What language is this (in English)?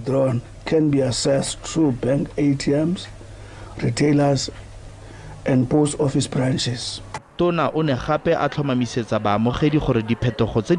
Tswana